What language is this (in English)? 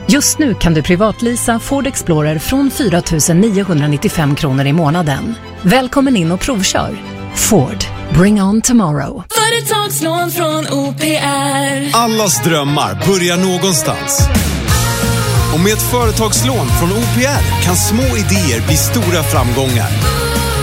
Swedish